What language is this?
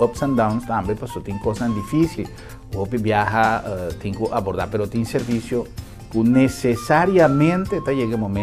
Papiamento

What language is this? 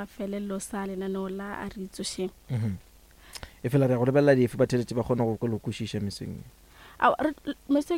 Northern Sotho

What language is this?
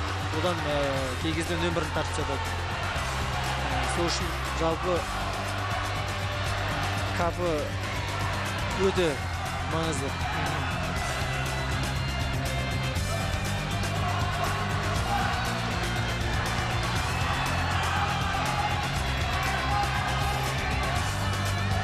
Kazakh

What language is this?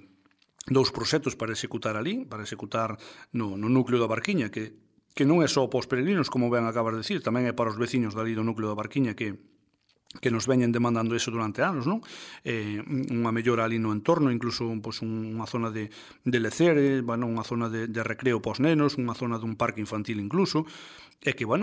Galician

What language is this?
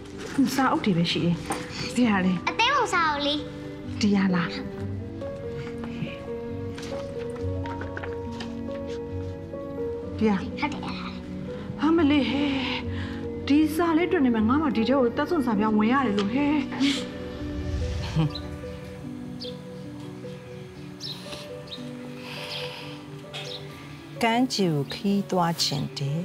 Burmese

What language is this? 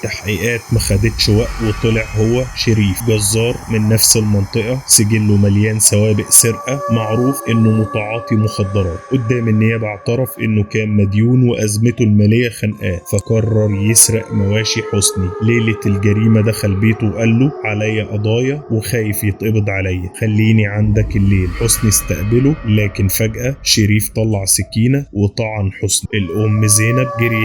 Egyptian Arabic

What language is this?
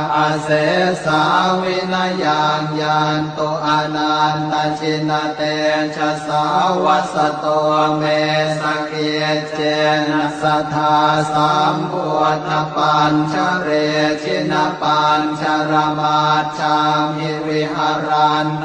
Pali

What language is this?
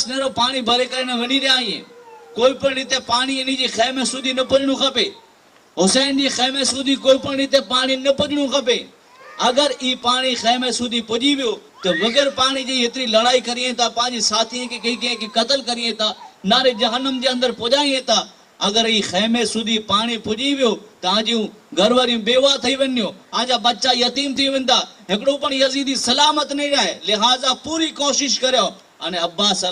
Kachhi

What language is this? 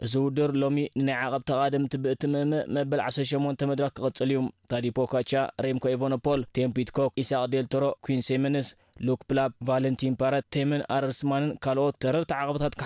Tigrinya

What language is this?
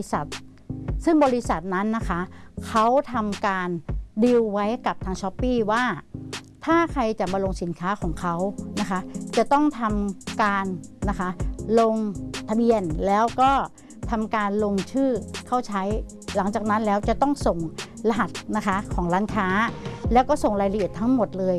Thai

